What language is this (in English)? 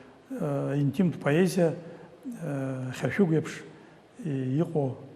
Abkhazian